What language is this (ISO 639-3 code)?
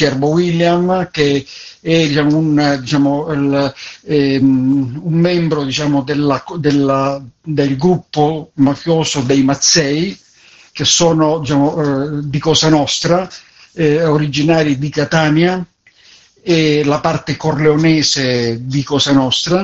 ita